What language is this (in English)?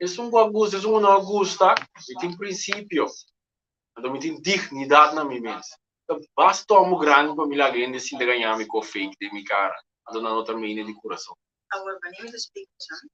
Papiamento